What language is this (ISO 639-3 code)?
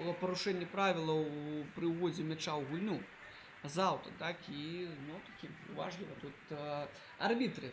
bel